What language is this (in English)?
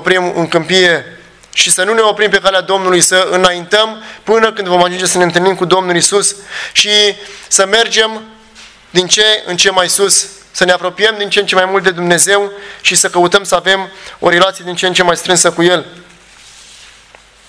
Romanian